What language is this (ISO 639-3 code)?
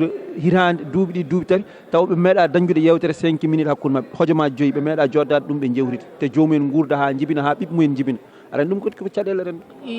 ful